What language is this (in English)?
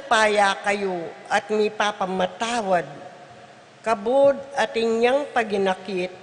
Pampanga